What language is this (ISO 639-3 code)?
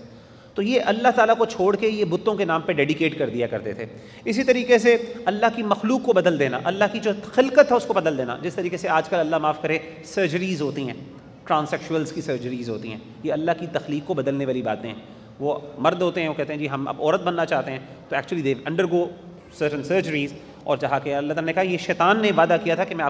urd